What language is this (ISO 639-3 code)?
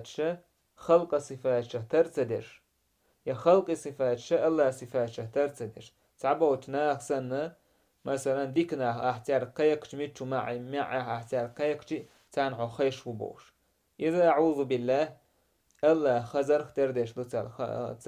che